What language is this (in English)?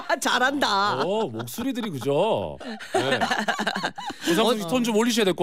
Korean